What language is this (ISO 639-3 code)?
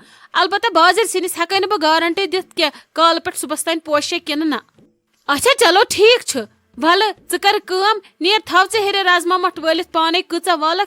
kas